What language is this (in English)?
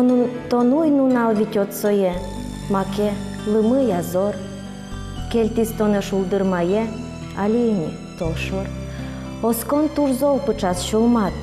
Udmurt